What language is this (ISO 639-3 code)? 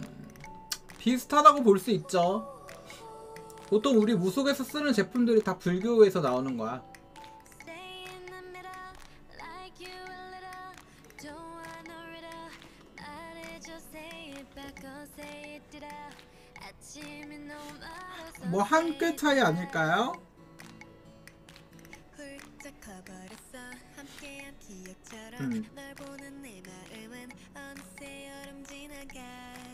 kor